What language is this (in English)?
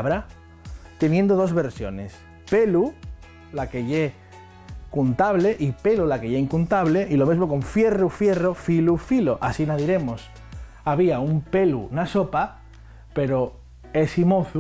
Asturian